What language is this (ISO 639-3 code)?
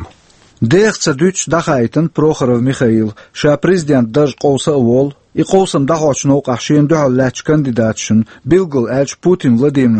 che